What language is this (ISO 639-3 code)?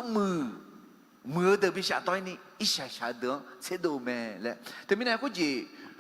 ahk